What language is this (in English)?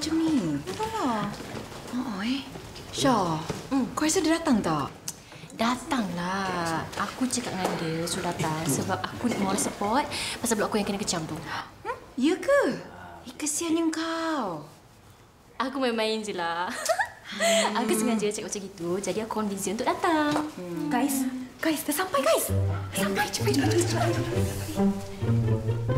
Malay